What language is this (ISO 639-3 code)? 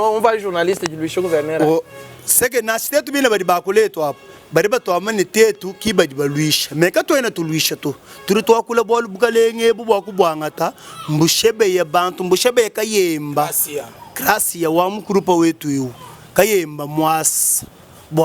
lua